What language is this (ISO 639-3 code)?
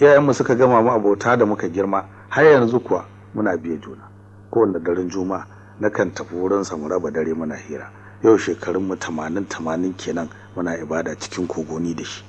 hau